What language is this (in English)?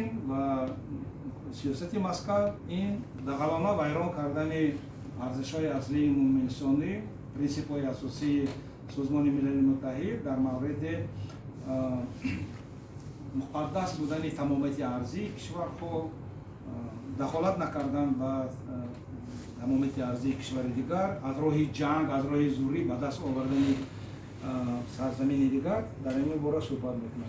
Tajik